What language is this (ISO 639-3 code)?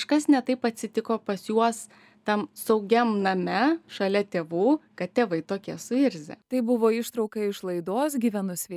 lit